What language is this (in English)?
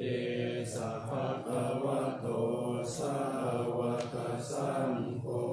Pali